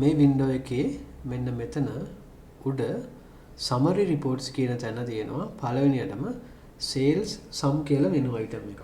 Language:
Sinhala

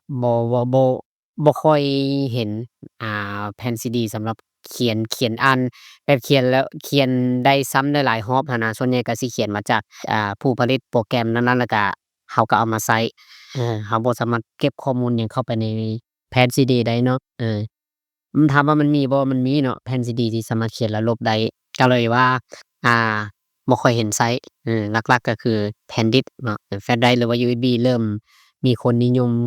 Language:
Lao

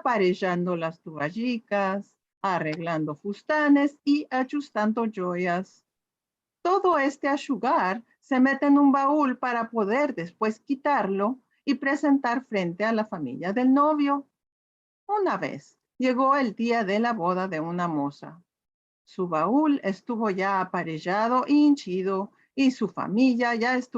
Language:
Ladino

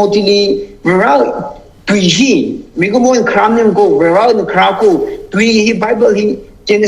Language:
Tangkhul Naga (India)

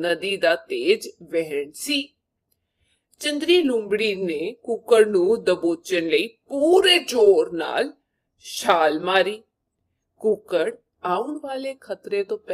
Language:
Punjabi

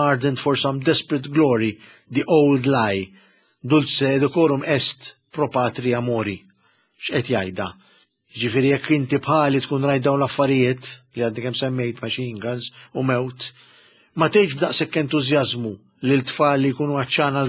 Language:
Maltese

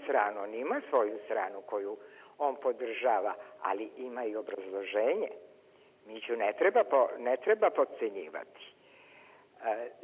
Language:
Serbian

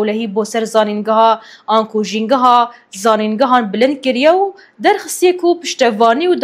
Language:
Kurdish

